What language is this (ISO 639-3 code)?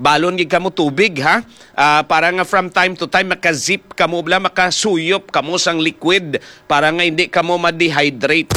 hil